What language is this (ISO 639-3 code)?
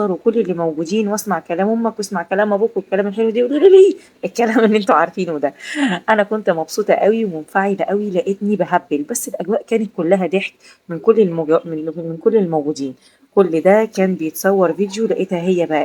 arz